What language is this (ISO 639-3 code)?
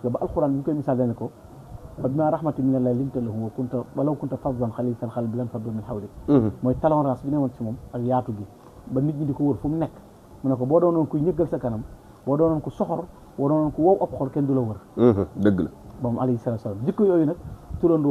wol